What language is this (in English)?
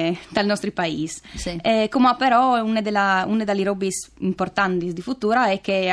Friulian